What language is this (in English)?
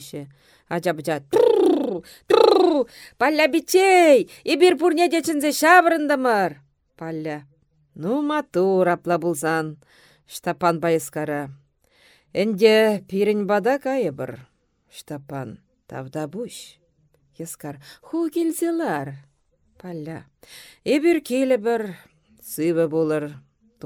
Chuvash